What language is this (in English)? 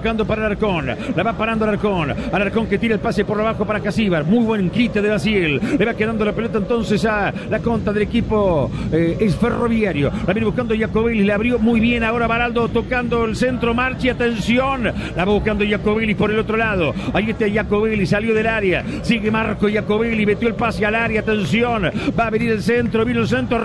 Spanish